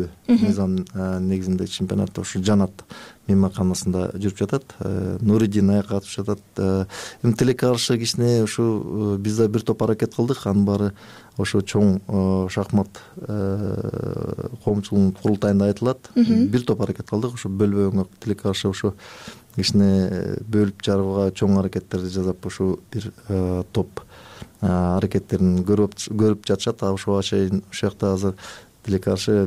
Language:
Kyrgyz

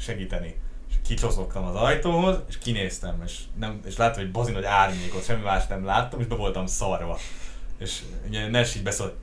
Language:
Hungarian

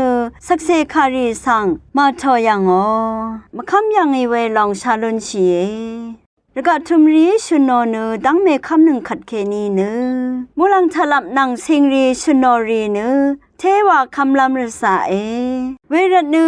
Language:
Rawang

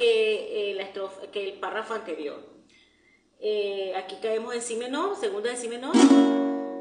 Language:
Spanish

